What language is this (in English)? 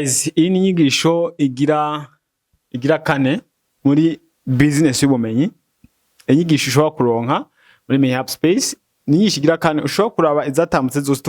Rundi